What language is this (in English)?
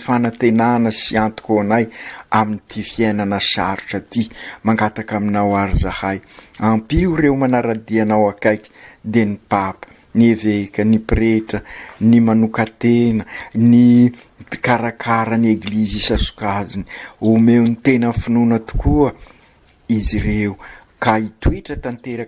Malagasy